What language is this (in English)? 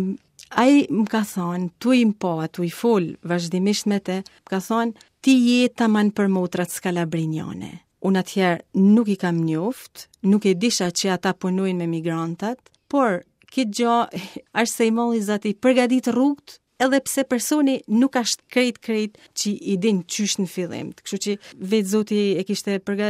Albanian